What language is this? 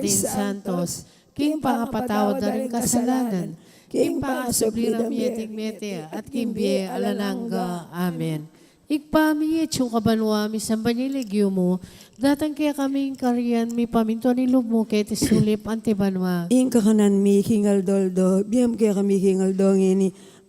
Pampanga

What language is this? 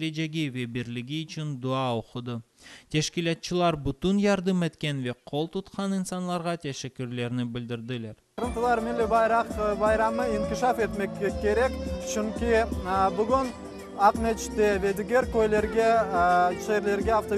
Crimean Tatar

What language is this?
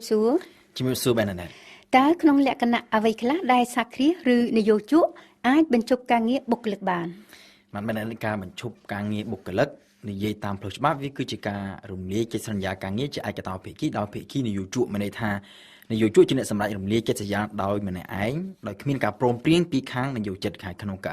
Khmer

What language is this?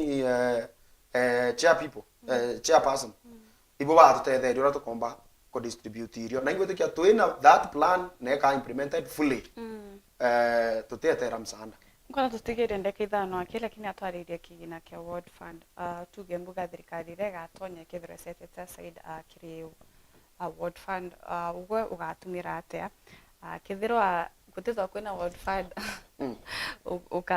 Meru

